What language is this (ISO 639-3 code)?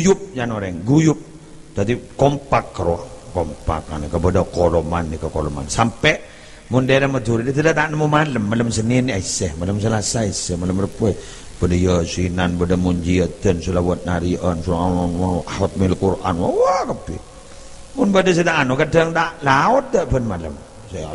mad